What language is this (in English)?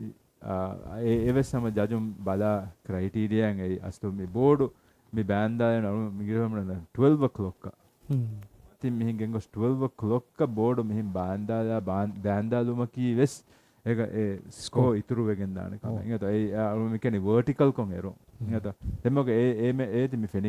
Divehi